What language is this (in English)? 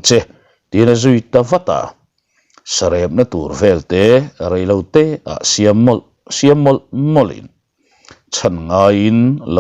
Mizo